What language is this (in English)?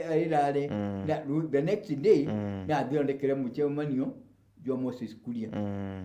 Meru